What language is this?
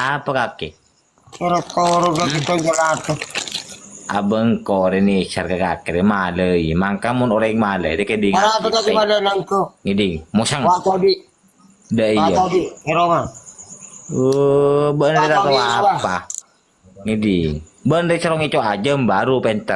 Madurese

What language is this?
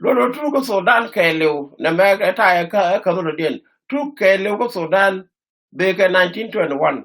Nuer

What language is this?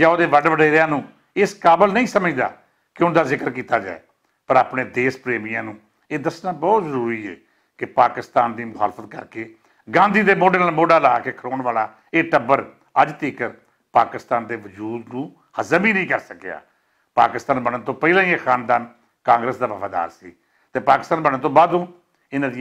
Western Panjabi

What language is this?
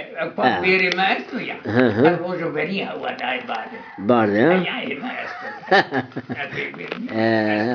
Zaza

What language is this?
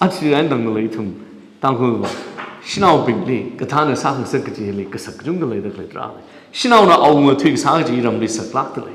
Tangkhul Naga (India)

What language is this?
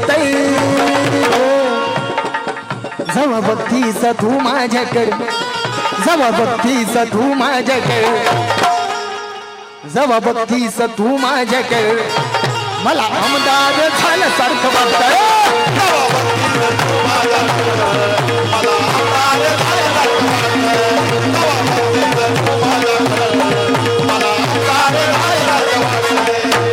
Marathi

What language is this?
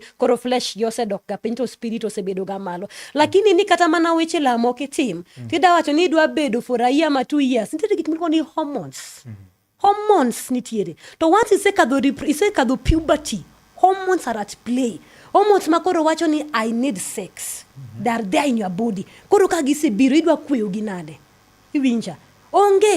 Luo (Kenya and Tanzania)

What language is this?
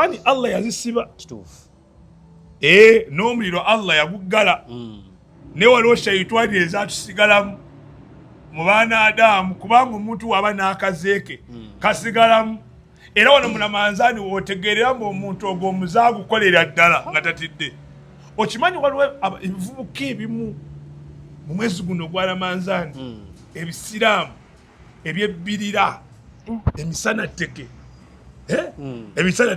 Ganda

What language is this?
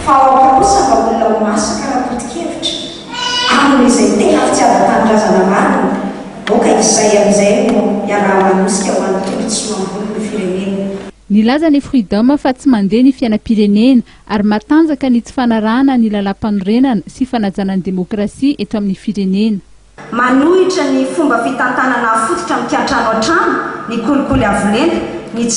Malagasy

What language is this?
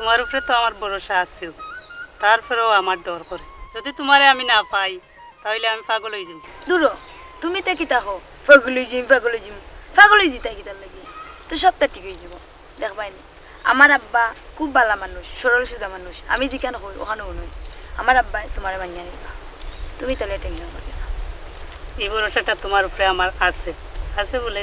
Sylheti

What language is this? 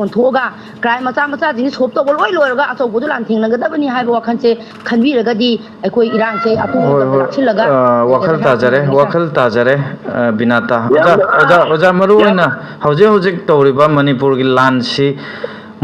Manipuri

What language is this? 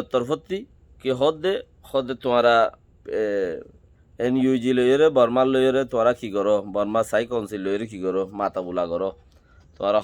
Rohingya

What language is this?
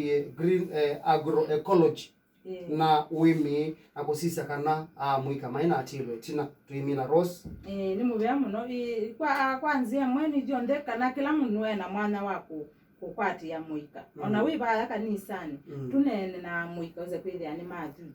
Kamba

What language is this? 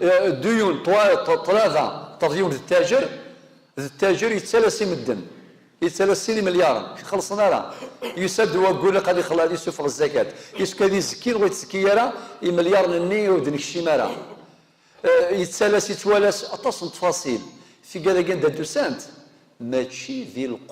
Kabyle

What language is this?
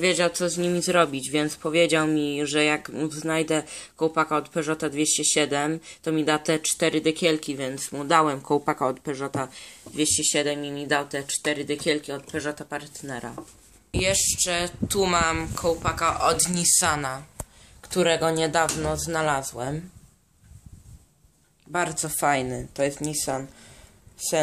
Polish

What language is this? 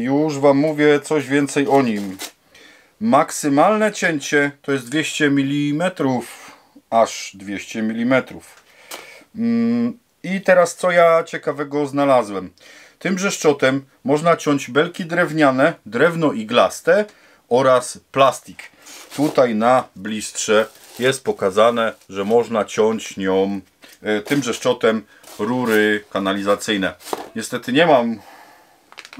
Polish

